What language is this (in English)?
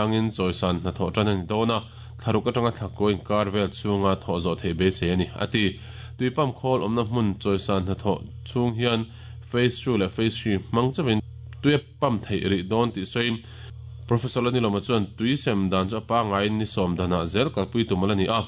Mizo